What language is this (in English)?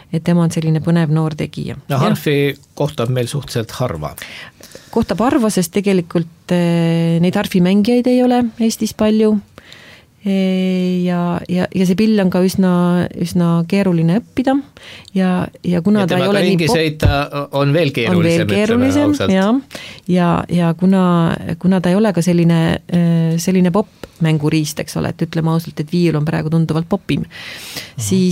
Estonian